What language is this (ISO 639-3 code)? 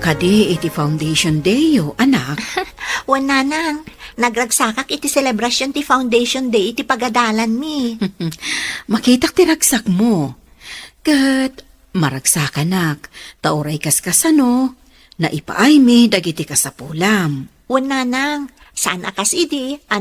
ilo